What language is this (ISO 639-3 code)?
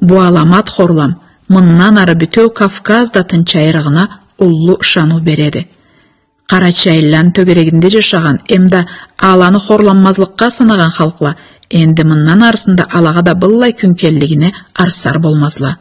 krc